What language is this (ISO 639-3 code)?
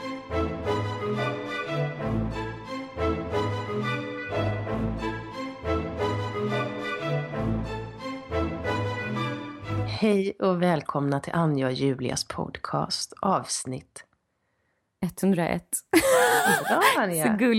swe